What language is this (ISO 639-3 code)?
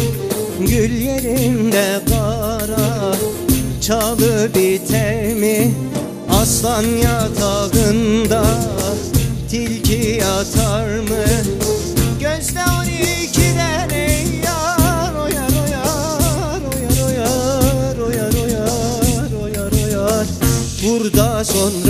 tur